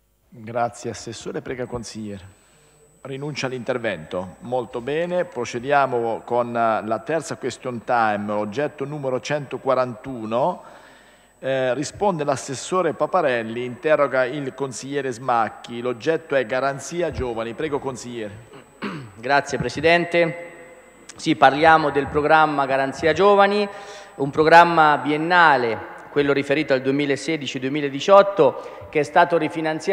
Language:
Italian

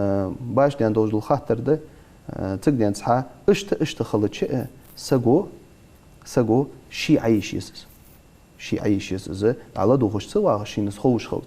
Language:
Ingush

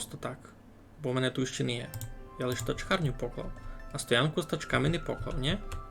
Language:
Rusyn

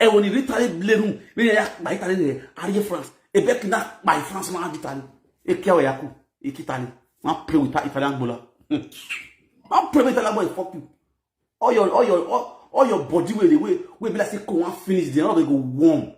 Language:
Nigerian Pidgin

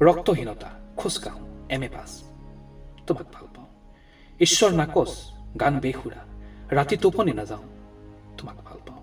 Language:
Assamese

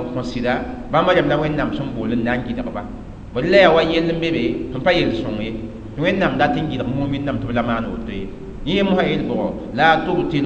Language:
Mossi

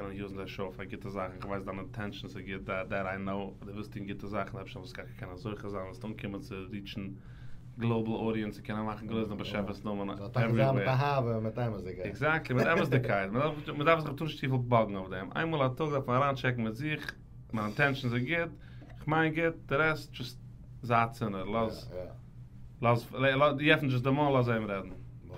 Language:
Yiddish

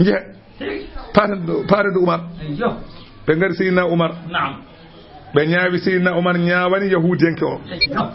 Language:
Fula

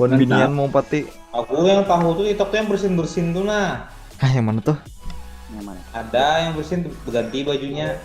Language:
Banjar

